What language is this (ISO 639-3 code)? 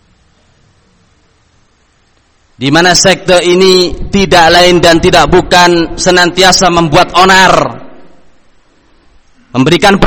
ind